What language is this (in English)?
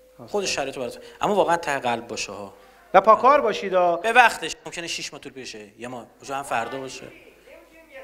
Persian